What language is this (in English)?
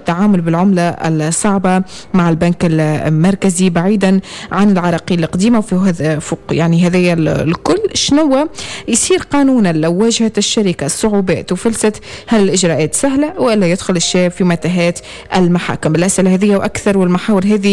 Tunisian Arabic